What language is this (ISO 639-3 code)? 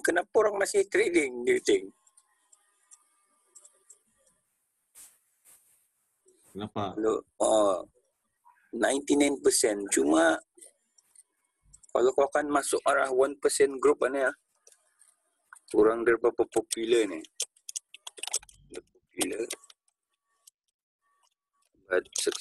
msa